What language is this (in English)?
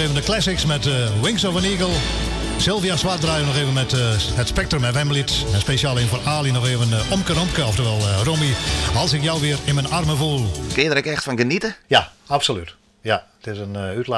Western Frisian